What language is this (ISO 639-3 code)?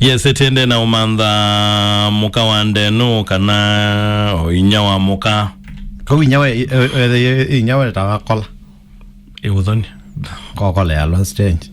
kam